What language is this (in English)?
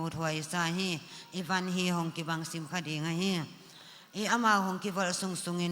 Paite Chin